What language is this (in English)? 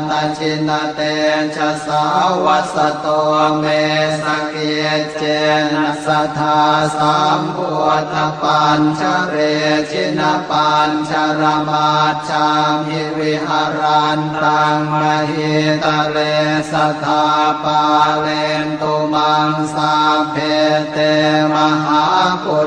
Pali